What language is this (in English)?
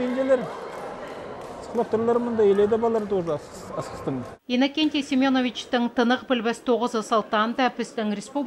Khakas